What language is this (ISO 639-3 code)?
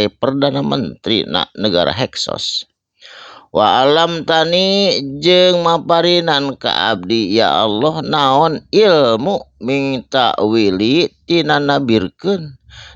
sun